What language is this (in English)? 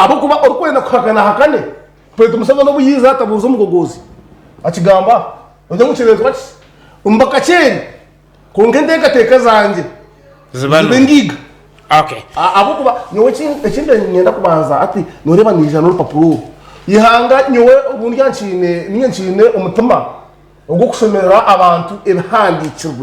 Nyankole